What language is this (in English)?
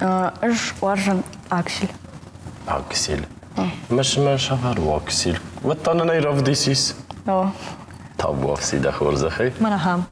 Ossetic